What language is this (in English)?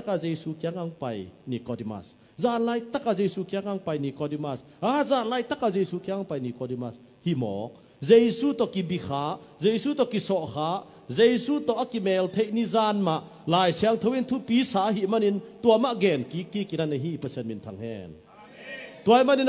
Tedim Chin